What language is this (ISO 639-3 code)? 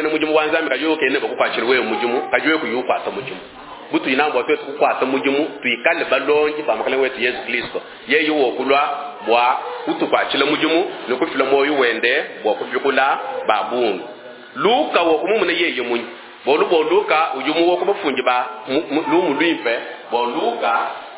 lua